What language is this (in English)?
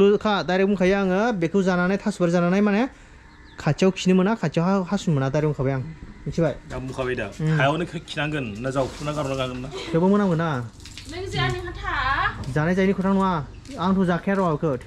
Bodo